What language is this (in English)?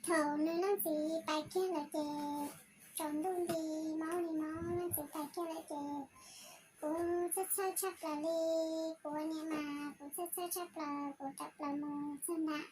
Hmong